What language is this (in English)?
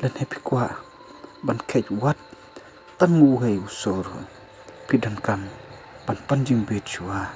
Khasi